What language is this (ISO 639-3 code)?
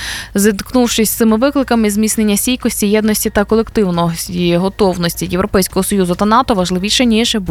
ukr